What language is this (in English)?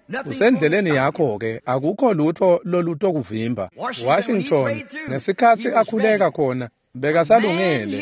Swati